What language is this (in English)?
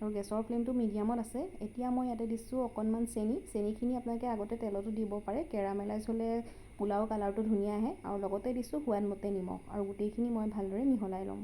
Assamese